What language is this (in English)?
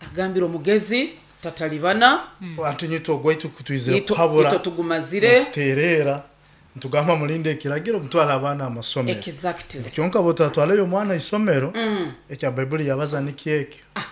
Nyoro